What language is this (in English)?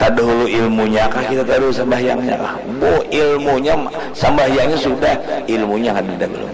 Banjar